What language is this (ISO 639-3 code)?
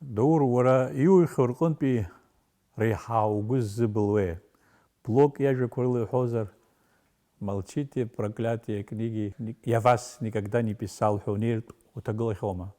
abk